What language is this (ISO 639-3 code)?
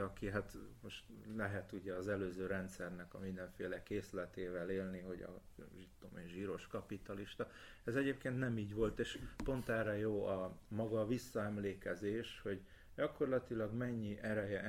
hun